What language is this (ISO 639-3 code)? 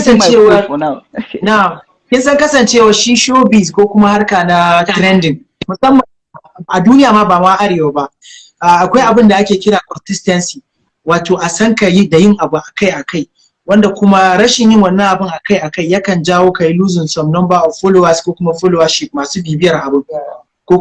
hau